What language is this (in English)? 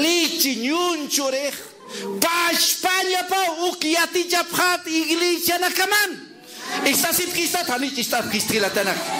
Aymara